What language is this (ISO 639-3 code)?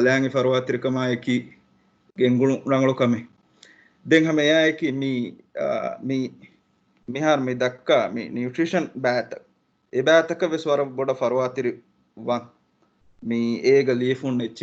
div